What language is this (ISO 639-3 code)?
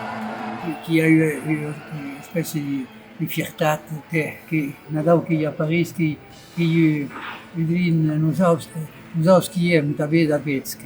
oci